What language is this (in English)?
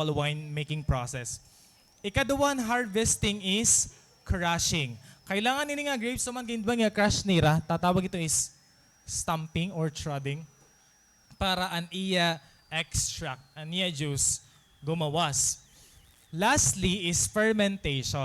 Waray